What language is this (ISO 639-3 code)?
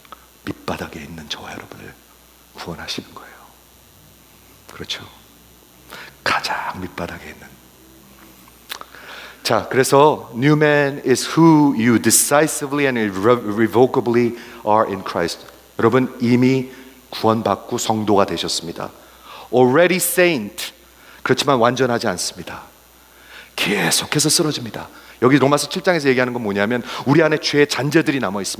kor